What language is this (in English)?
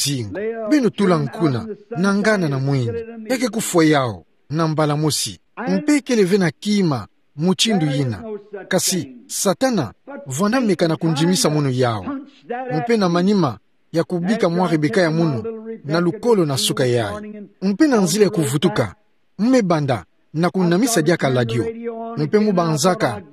Kituba (Democratic Republic of Congo)